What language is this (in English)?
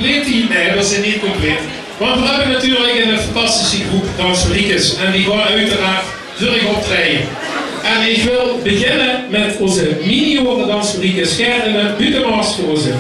Limburgish